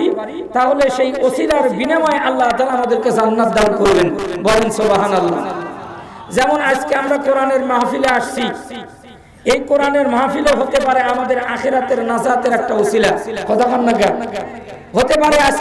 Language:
Bangla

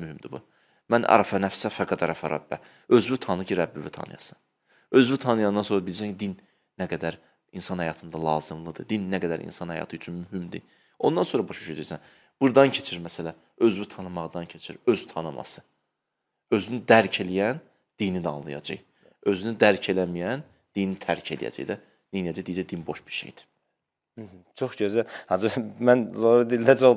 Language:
Azerbaijani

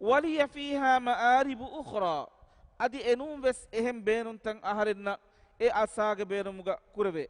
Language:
Divehi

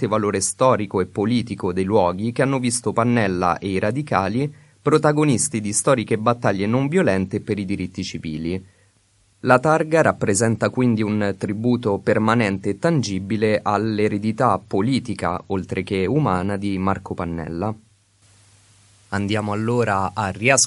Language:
Italian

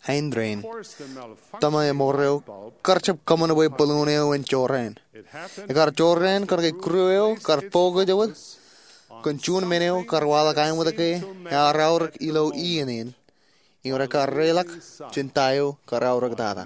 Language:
Marshallese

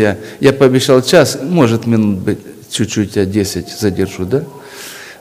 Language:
Russian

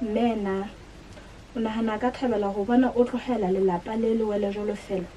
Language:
Southern Sotho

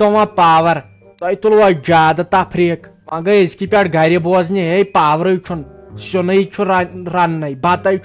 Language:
Kashmiri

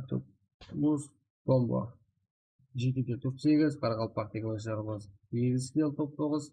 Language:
Kara-Kalpak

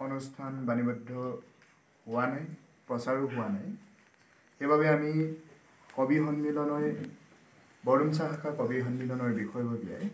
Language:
Assamese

